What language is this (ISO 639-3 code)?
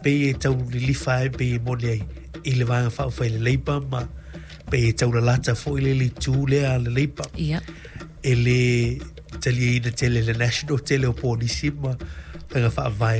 smo